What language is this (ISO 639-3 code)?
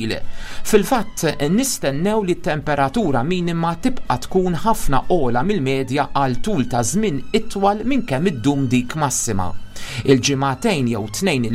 mlt